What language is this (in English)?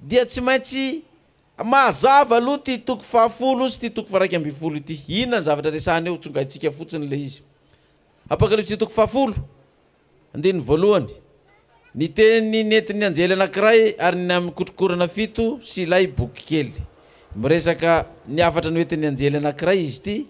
Malagasy